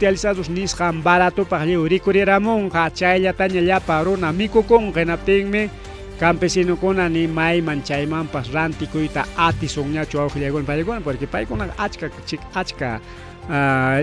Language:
Ayacucho Quechua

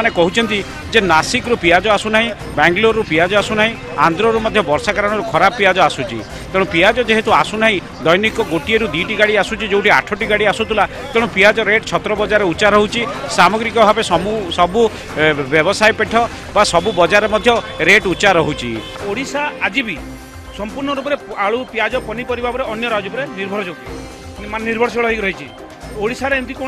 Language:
Odia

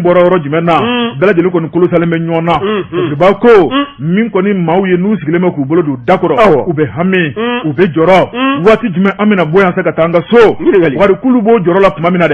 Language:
Bambara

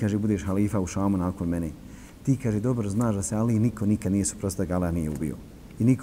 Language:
Bosnian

